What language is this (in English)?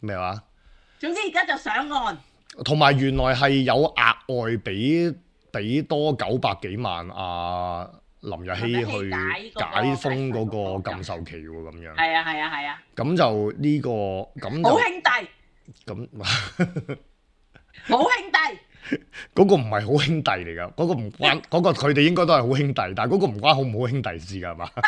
Cantonese